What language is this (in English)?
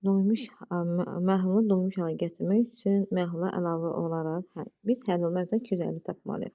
Azerbaijani